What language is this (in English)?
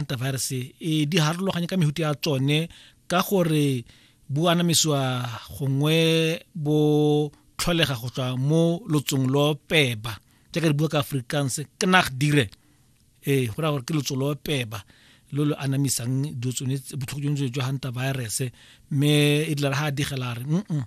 Tswana